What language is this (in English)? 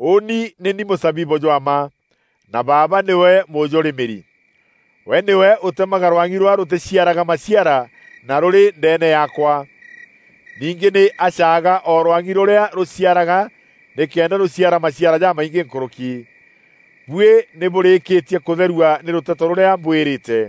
Meru